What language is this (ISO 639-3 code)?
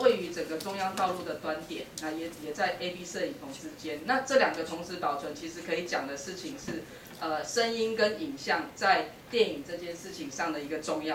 zho